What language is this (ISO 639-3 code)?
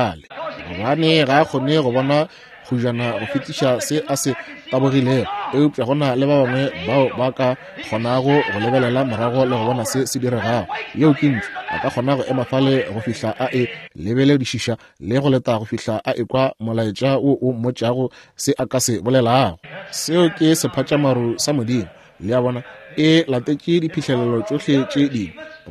nso